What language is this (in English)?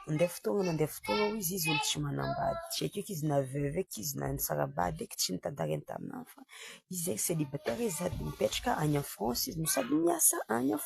Malagasy